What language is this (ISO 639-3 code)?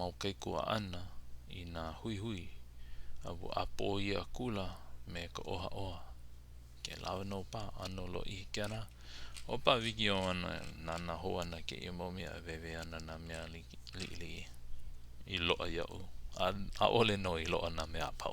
haw